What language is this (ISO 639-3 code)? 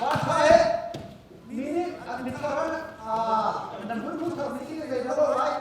cnh